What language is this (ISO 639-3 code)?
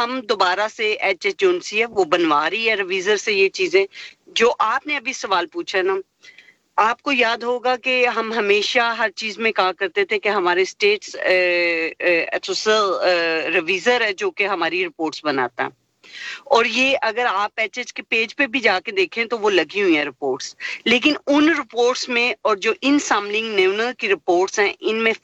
urd